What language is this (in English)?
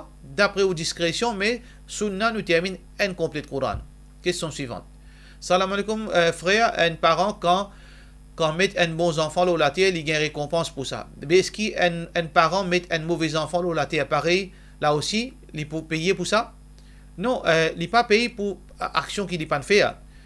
Morisyen